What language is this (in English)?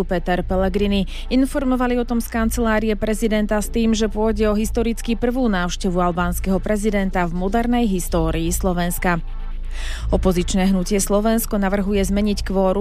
Slovak